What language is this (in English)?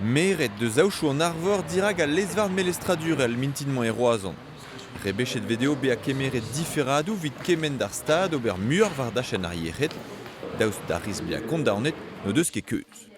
Breton